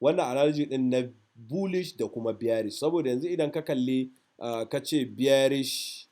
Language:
Hausa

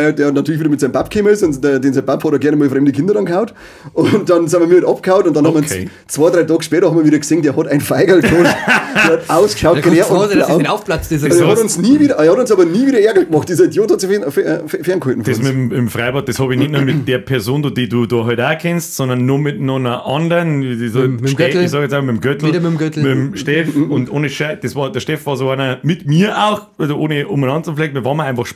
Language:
Bavarian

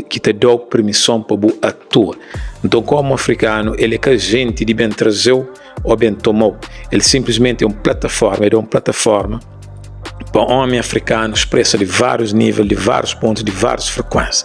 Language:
Kabuverdianu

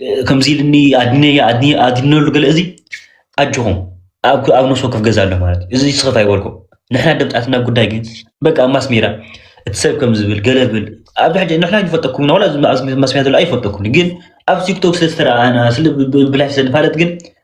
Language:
Tigrinya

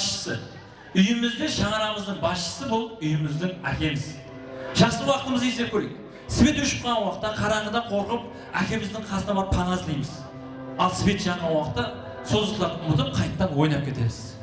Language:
Kara-Kalpak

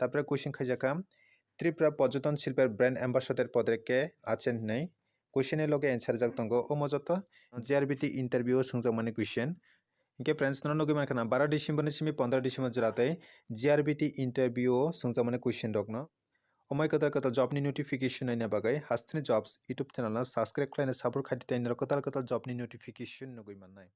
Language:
Kok Borok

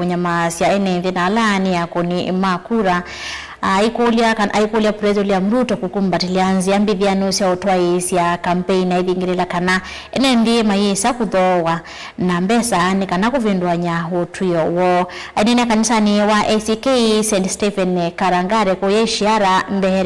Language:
Kamba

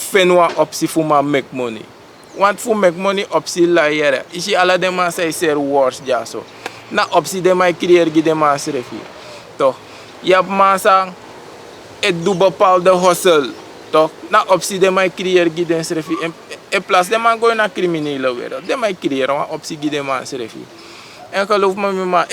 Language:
Sranan Tongo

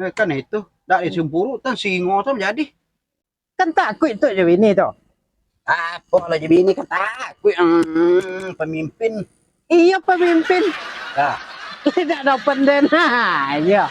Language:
Minangkabau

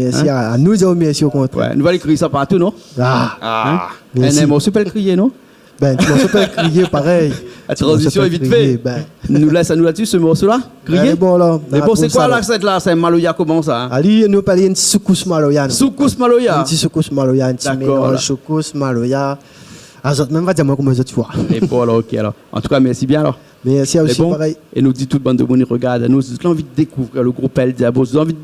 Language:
Réunion Creole French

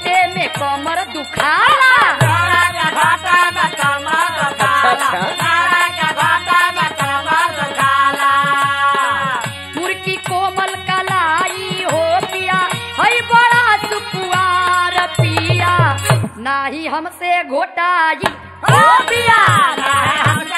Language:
Bhojpuri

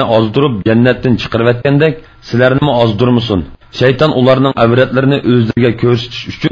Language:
Uyghur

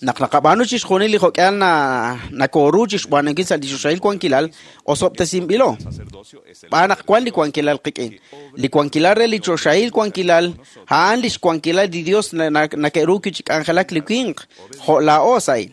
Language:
Kekchí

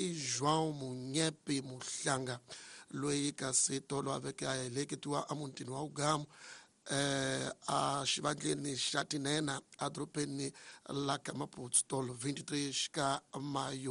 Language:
Tsonga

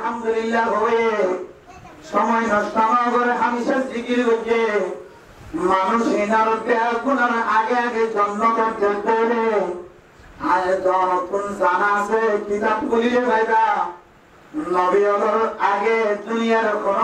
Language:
Rohingya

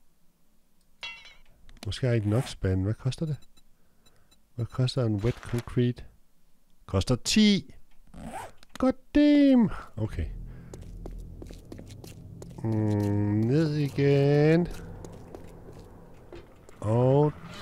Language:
Danish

